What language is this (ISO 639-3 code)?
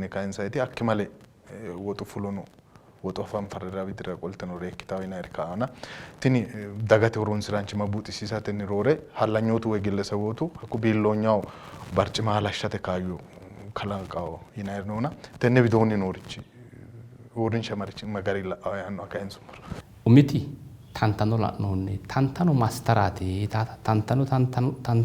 sid